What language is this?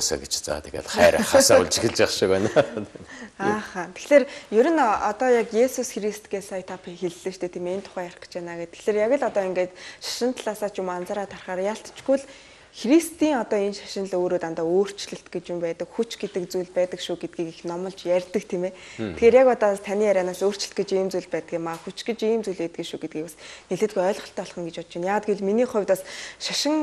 Mongolian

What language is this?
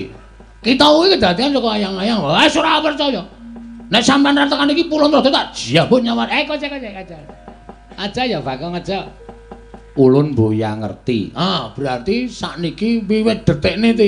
Javanese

